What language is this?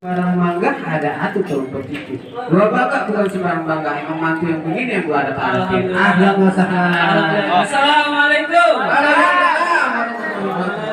Betawi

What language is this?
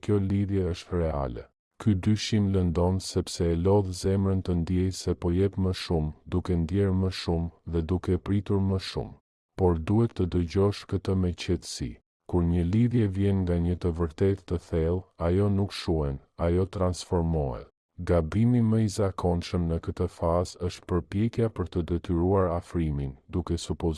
Albanian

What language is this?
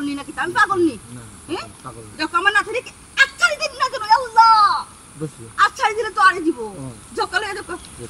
Sylheti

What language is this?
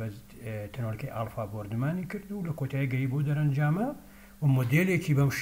Central Kurdish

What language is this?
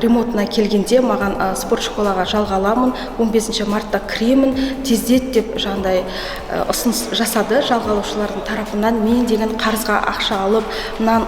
Kazakh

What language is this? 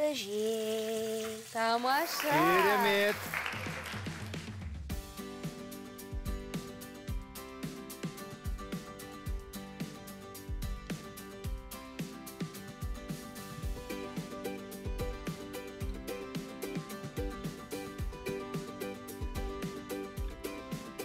Kazakh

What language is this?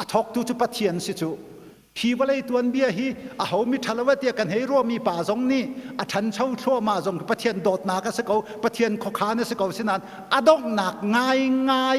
Hakha Chin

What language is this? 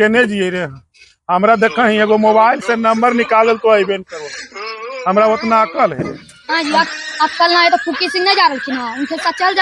Magahi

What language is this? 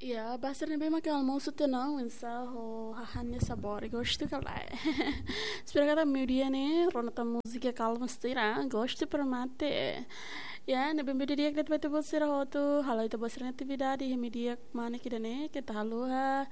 Tetum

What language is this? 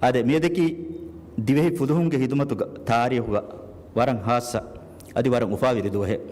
Divehi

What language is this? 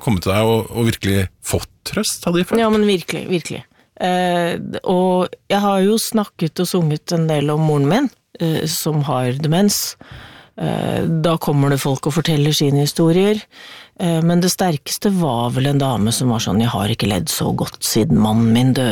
Norwegian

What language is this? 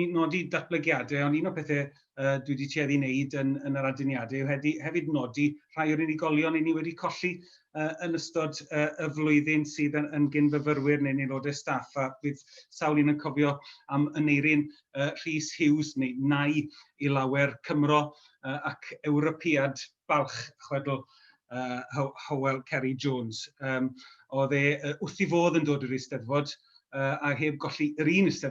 Welsh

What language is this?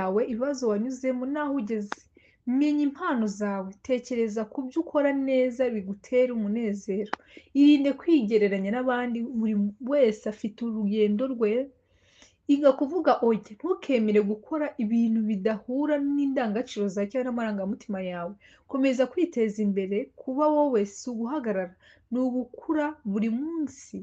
Kinyarwanda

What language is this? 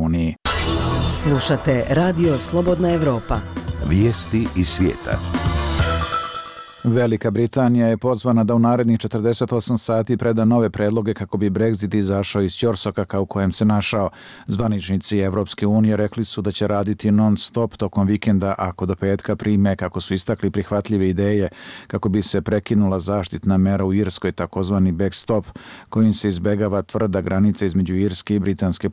Bosnian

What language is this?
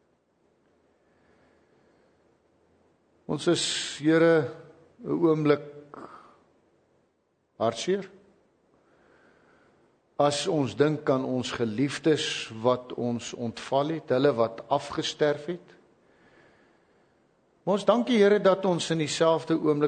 Afrikaans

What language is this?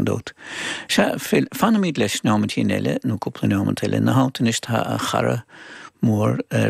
Irish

